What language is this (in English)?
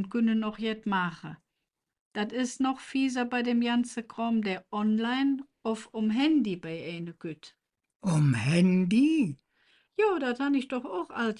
Colognian